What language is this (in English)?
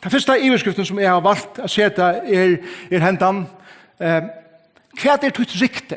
Faroese